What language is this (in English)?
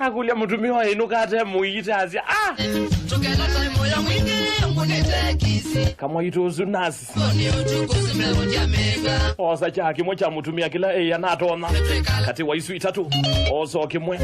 Kamba